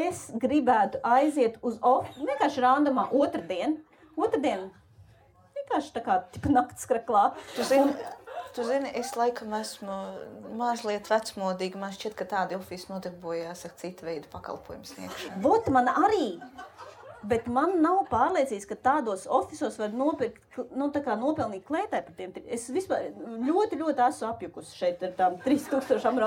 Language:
Latvian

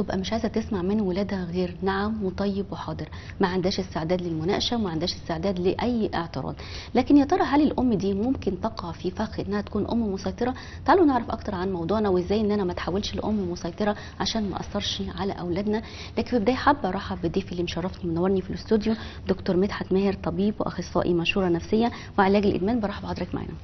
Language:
Egyptian Arabic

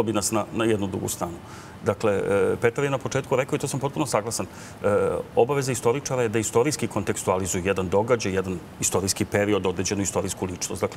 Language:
Serbian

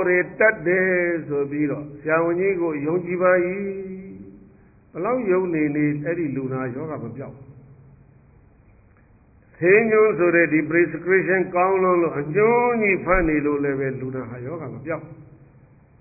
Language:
Burmese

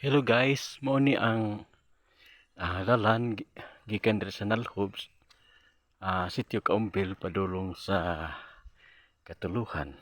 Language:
Cebuano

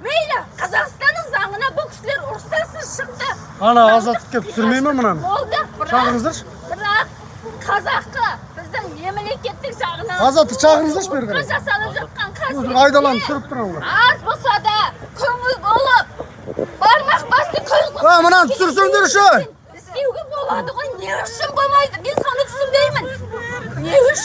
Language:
Kazakh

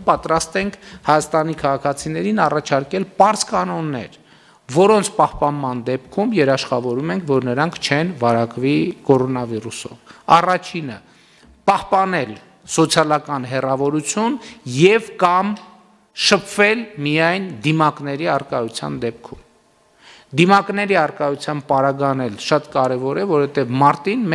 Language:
Armenian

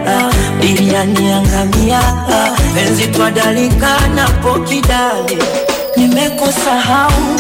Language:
Swahili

